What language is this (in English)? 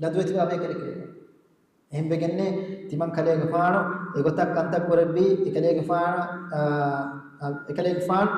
Divehi